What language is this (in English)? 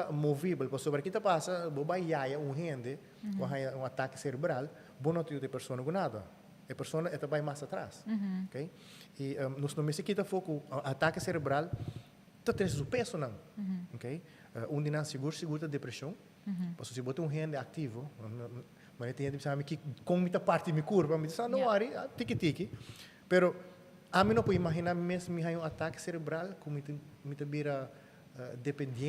Papiamento